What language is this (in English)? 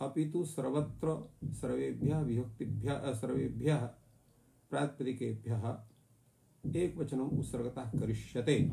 Sanskrit